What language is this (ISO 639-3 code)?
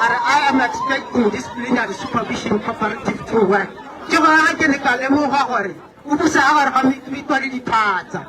tsn